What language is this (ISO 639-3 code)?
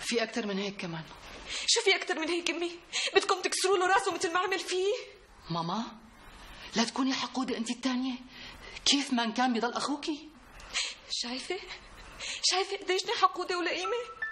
apc